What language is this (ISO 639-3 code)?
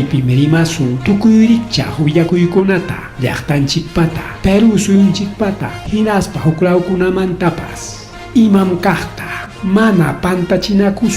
quy